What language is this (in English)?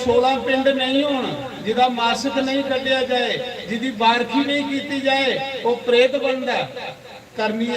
Dogri